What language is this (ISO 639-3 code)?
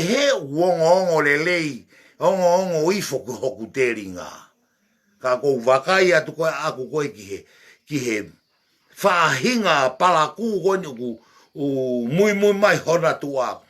ton